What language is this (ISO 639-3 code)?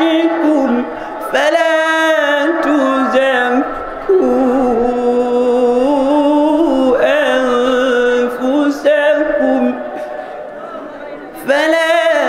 ara